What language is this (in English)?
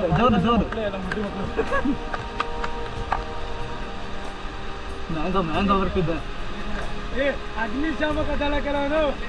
Kannada